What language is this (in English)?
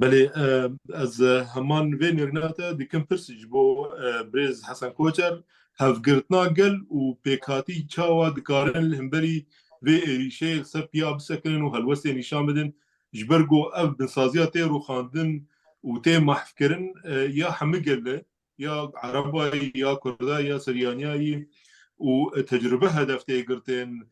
Kurdish